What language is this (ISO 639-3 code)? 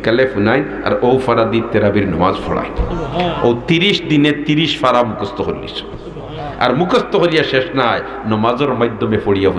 syl